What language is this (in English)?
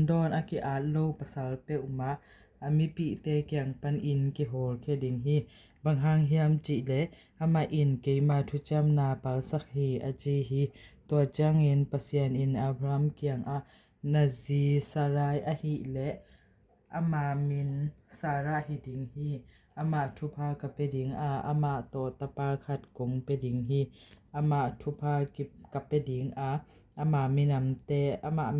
Tedim Chin